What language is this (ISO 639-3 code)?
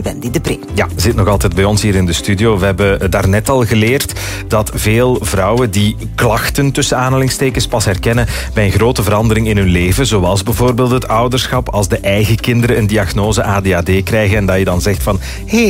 nld